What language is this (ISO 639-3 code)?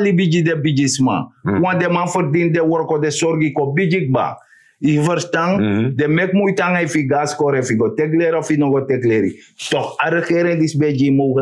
srn